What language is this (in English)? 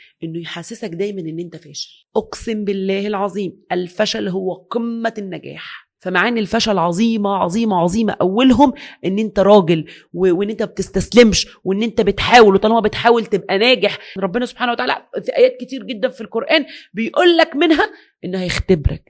Egyptian Arabic